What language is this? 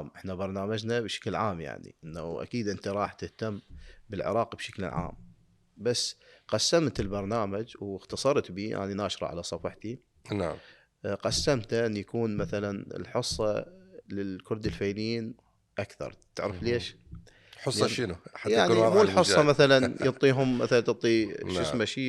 Mesopotamian Arabic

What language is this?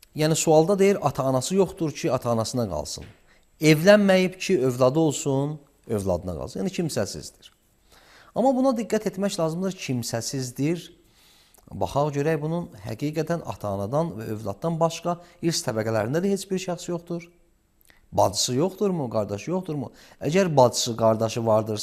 Azerbaijani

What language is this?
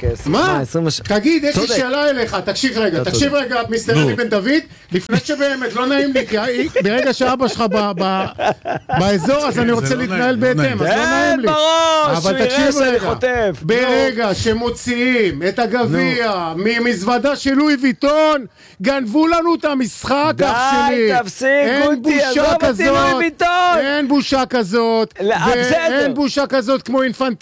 Hebrew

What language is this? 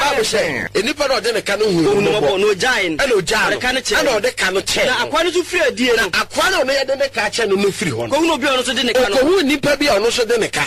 Akan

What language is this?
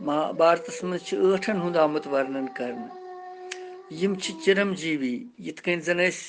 Kashmiri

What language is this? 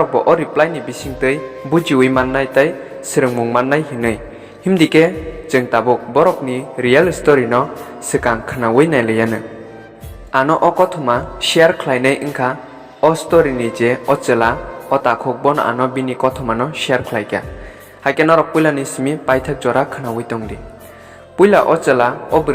Kok Borok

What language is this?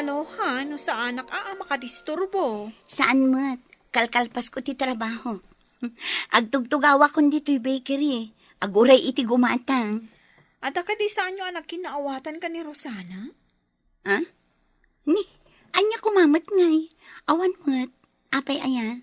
Iloko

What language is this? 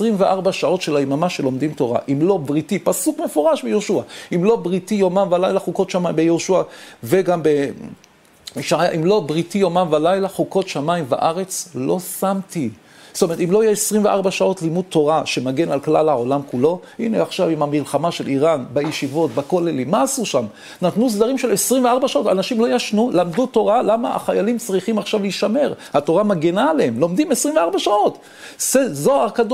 Hebrew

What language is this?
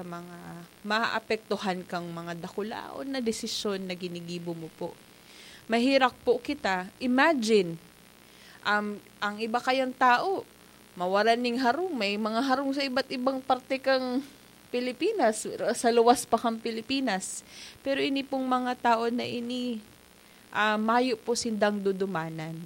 Bikol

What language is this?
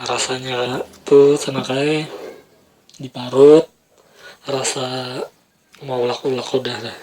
Banjar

